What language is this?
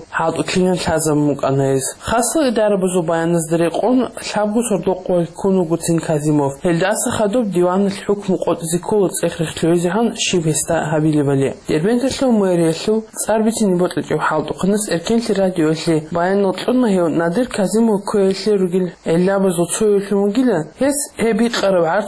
Avaric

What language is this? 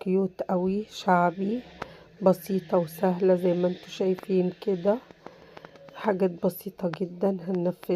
Egyptian Arabic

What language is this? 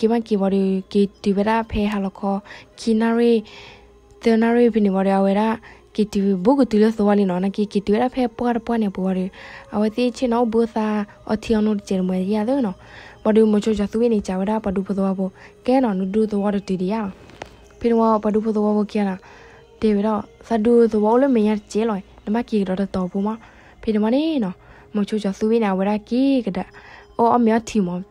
S'gaw Karen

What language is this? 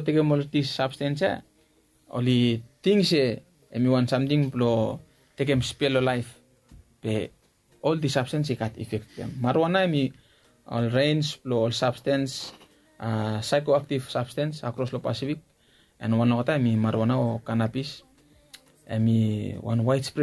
Bislama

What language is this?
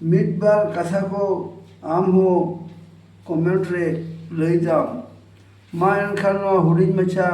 Santali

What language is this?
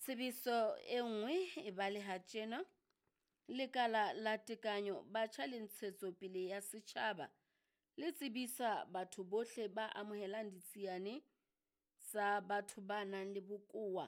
Southern Sotho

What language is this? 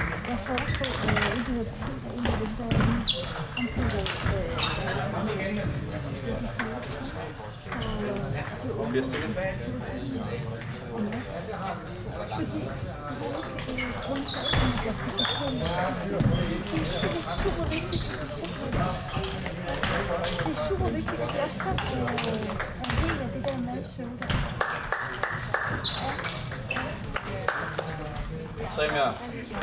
Danish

